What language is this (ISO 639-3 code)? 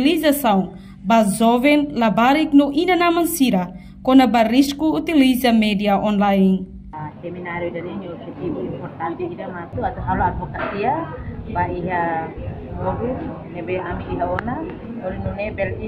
tet